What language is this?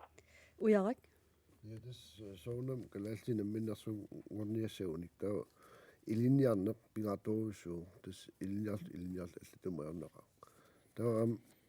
Kalaallisut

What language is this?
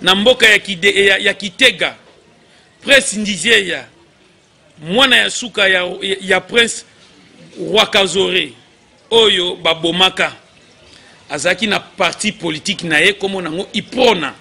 Lingala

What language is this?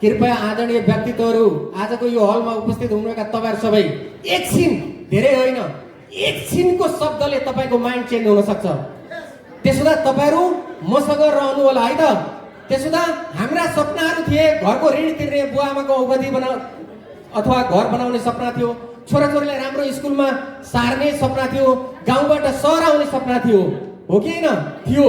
Nepali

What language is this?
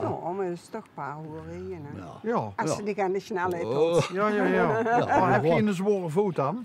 Limburgish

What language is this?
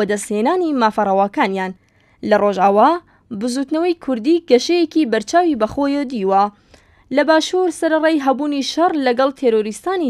Central Kurdish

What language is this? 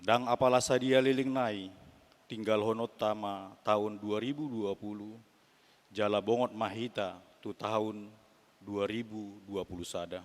Batak Toba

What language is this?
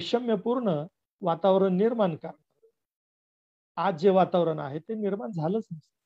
Marathi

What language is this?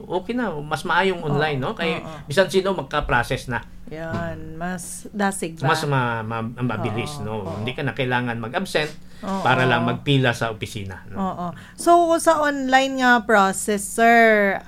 Hiligaynon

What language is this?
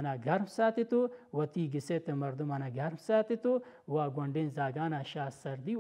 Baluchi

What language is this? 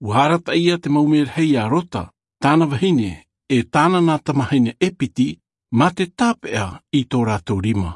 Tahitian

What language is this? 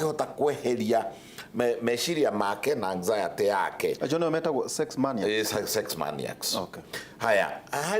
Kikuyu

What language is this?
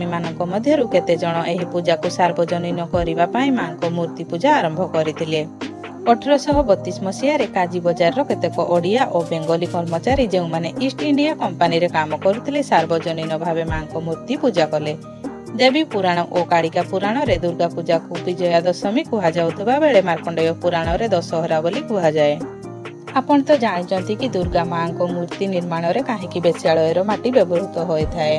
Odia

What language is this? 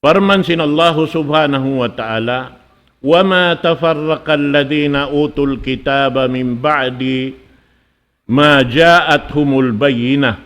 Tausug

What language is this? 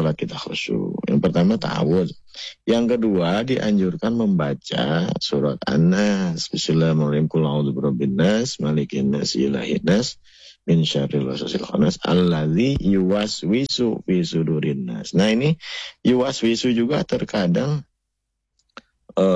Indonesian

